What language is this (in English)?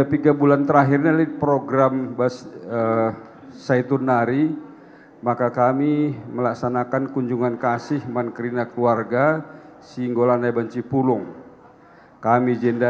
Batak Karo